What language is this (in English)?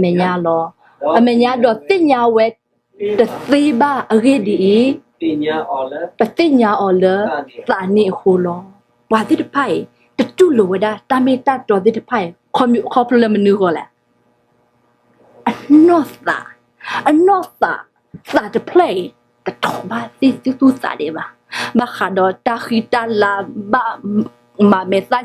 S'gaw Karen